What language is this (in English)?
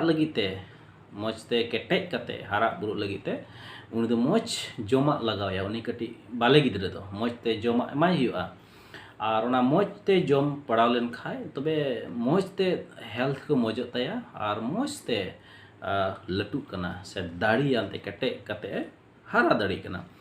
Santali